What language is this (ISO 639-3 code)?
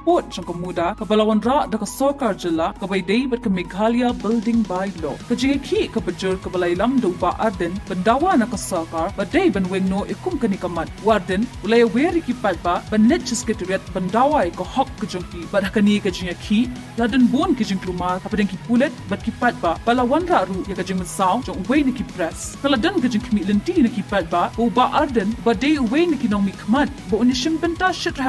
kha